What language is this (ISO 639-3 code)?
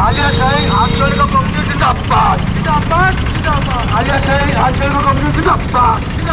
sat